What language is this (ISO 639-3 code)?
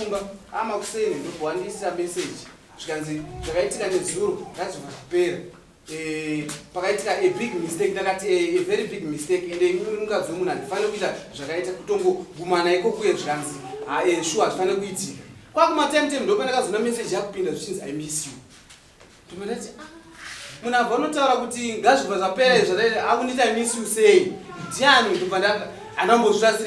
sna